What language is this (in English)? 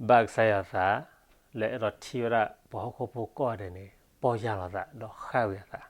S'gaw Karen